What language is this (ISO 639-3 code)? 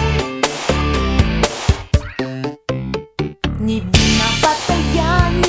rus